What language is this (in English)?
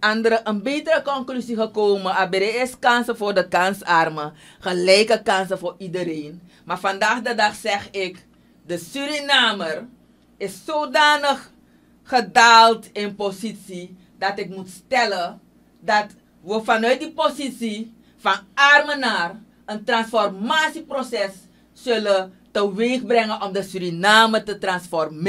Dutch